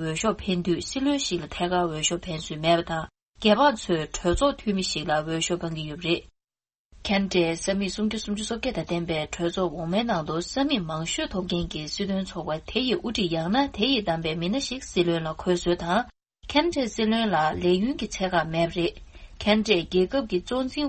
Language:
Tibetan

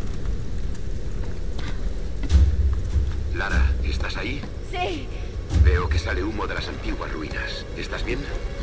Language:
Spanish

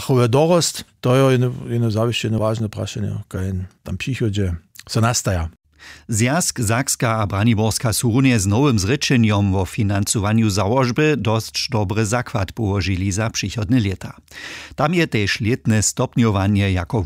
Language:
Upper Sorbian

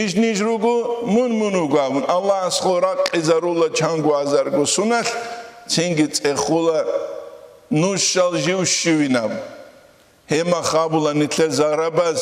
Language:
Avaric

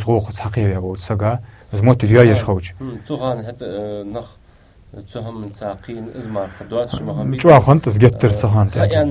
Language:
Ingush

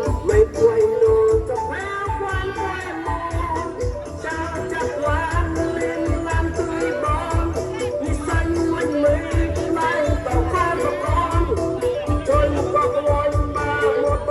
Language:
Mon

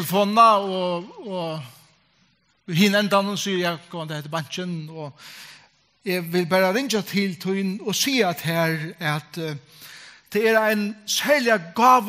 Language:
Faroese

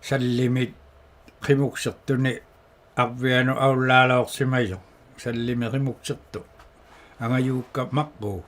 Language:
Inuktitut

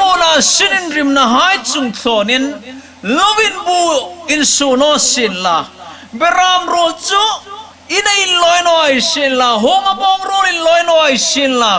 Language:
Hmar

